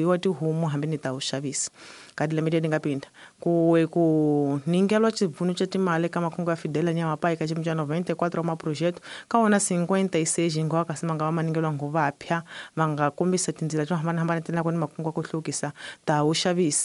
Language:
Tsonga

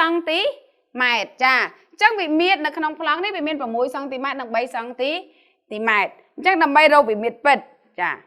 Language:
Khmer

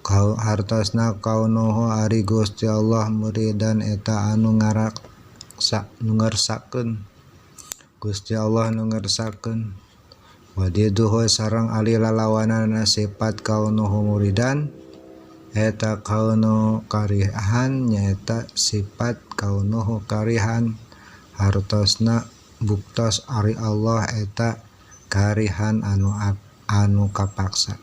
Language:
Sundanese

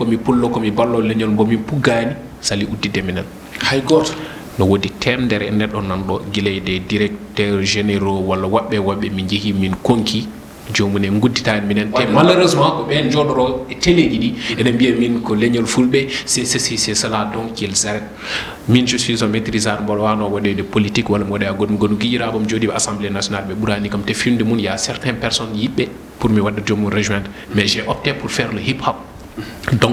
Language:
Fula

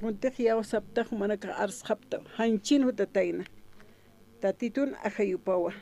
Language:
Aymara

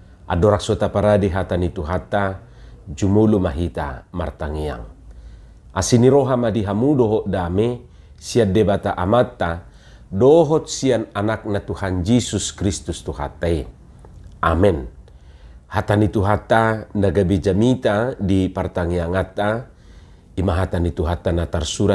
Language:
Batak Toba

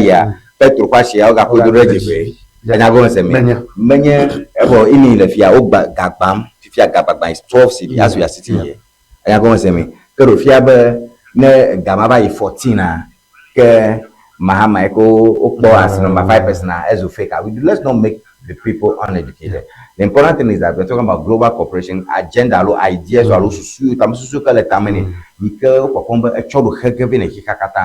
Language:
Ewe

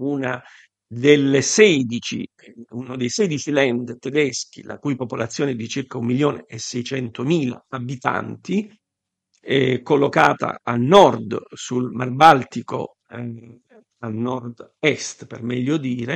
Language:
Italian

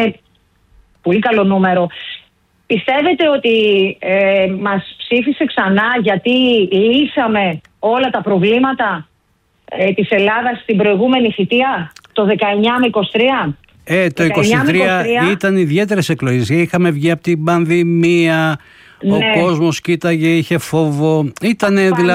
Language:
Greek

